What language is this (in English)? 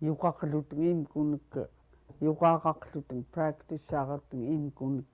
Central Yupik